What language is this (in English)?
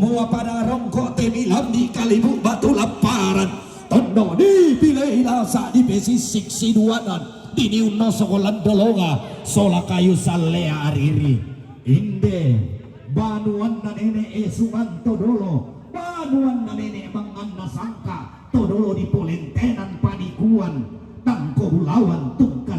Toraja-Sa'dan